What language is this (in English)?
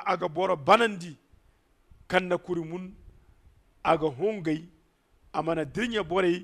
Zarma